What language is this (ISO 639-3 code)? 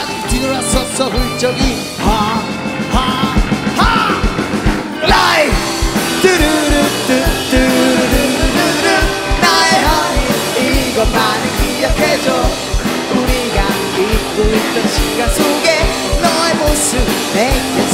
kor